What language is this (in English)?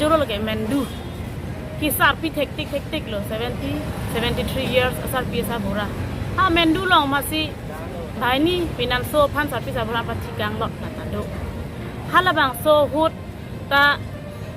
Karbi